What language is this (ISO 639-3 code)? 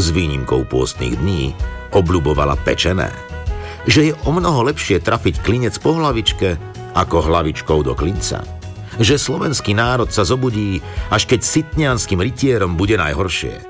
slk